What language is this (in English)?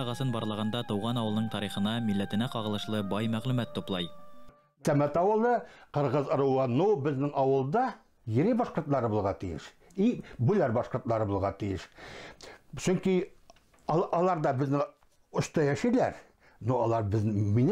Bashkir